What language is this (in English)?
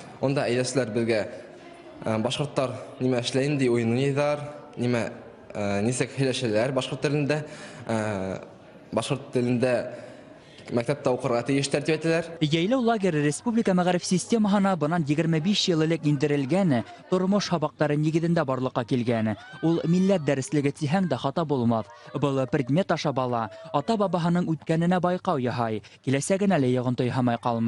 Bashkir